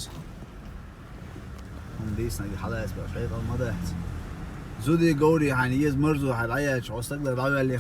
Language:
Chechen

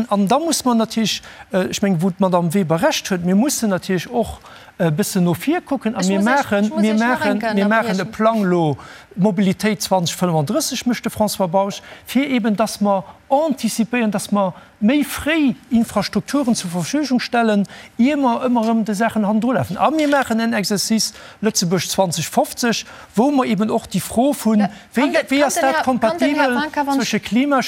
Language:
Luxembourgish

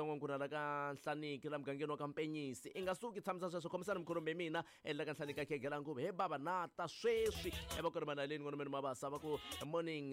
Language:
Tsonga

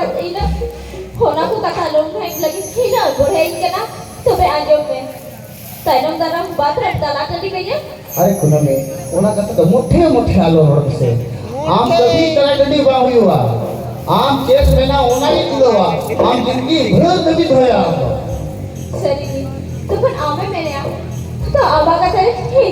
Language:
Santali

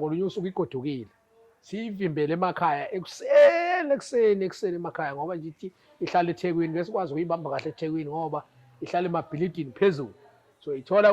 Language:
Zulu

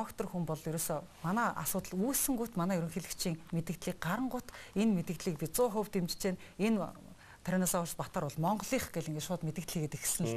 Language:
Mongolian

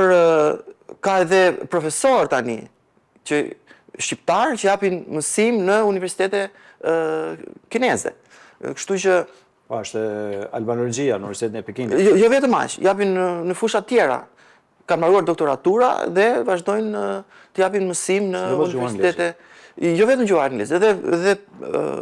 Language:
Albanian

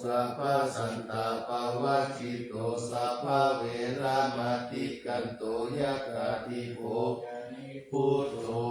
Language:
Pali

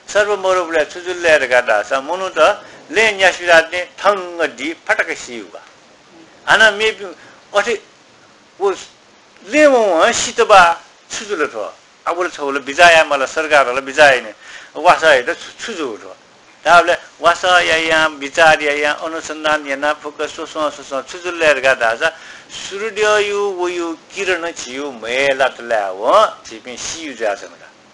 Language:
Newari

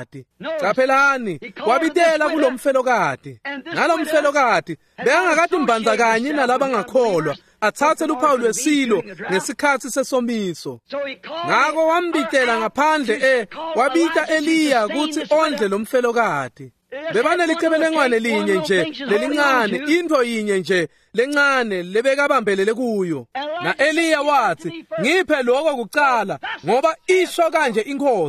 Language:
Swati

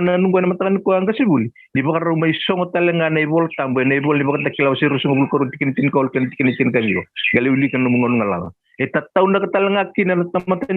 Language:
Fijian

